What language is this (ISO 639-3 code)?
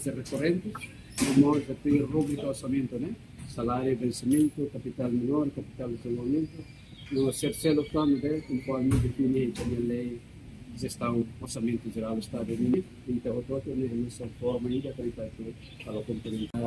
tet